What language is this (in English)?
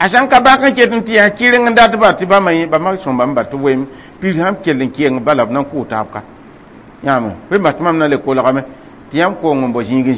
Mossi